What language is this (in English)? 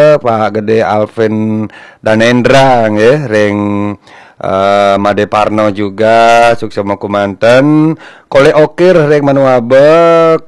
Balinese